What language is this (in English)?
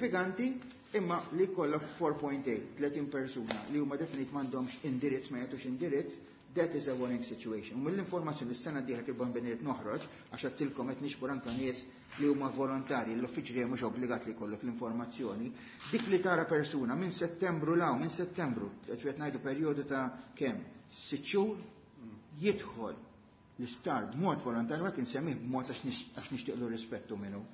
Maltese